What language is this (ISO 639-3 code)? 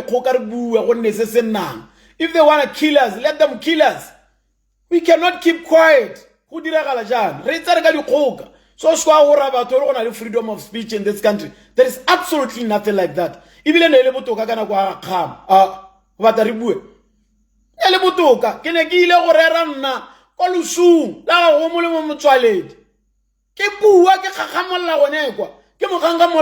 tsn